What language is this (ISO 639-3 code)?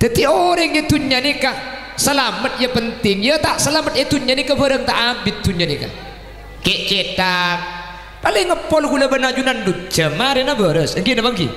mad